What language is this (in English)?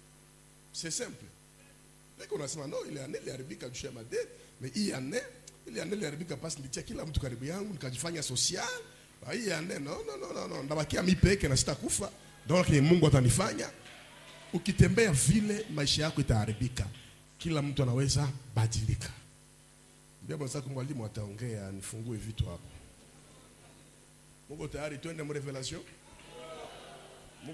Swahili